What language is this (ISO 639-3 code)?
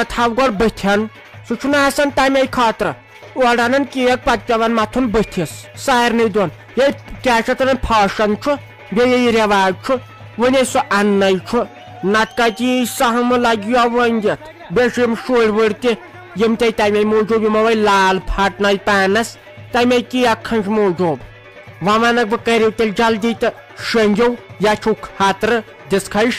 kas